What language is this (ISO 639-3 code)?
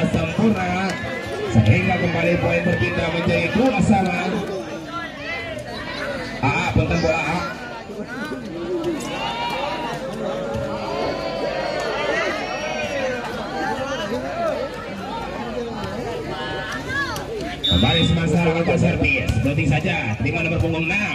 ind